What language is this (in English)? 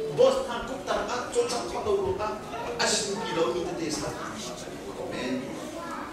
Hakha Chin